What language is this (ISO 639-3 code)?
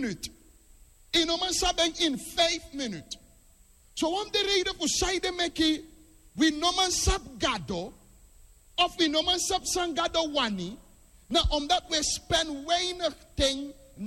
srn